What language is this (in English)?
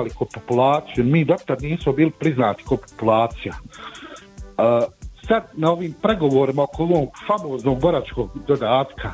Bosnian